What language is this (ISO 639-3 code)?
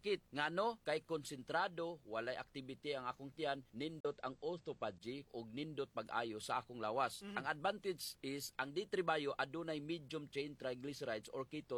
ceb